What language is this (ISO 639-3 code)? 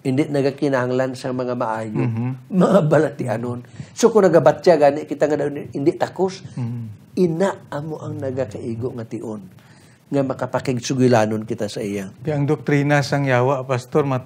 hil